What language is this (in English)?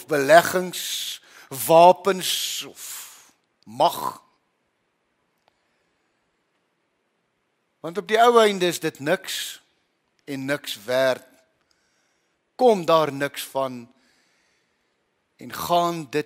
Afrikaans